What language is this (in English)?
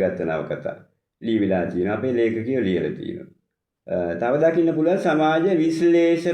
Sinhala